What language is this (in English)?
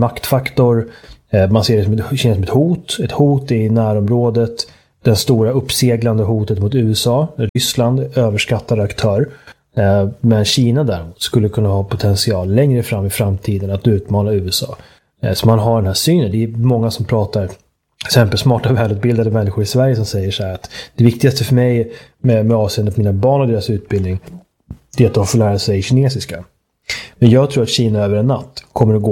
Swedish